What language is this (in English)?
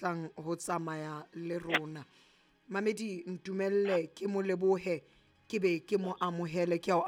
Southern Sotho